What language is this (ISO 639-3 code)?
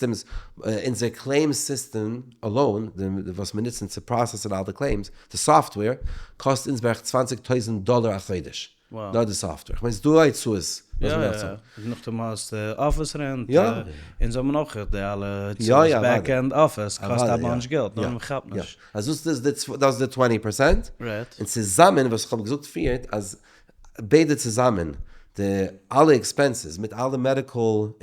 yid